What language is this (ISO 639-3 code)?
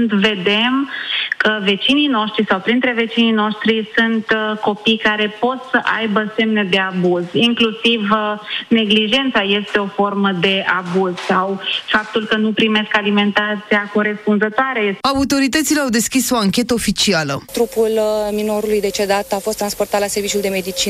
ron